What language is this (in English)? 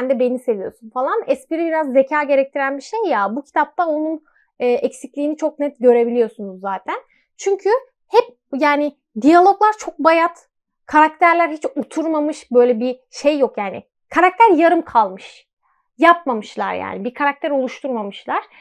Turkish